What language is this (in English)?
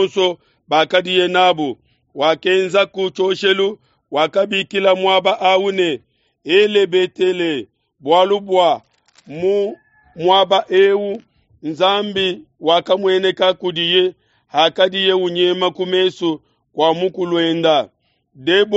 Luba-Lulua